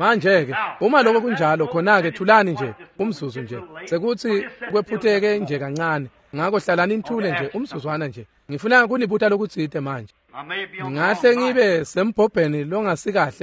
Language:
Swati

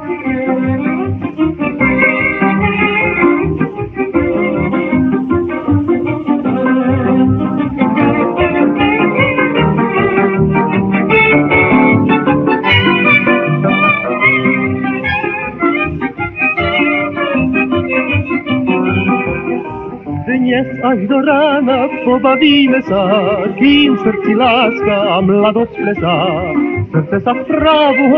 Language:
Slovak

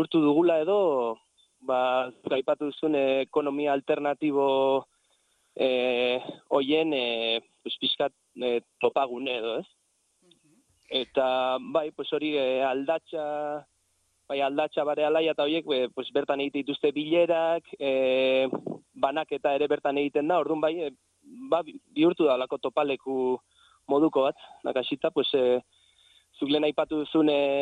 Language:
Basque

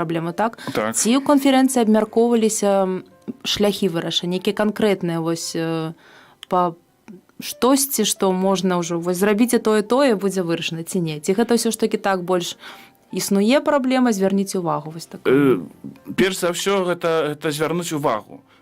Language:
Belarusian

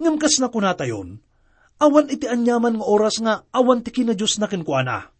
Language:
Iloko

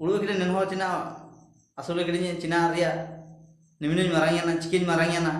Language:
Ho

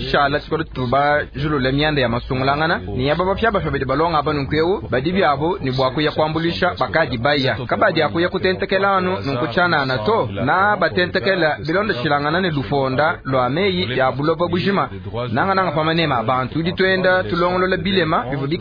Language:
Luba-Lulua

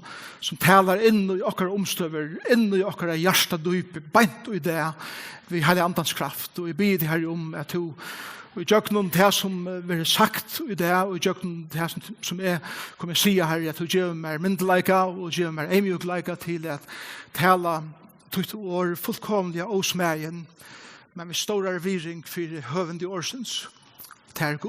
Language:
Faroese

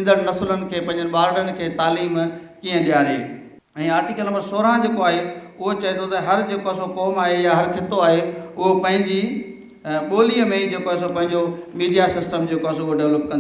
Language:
Sindhi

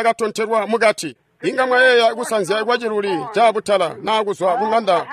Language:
Tonga (Zambia)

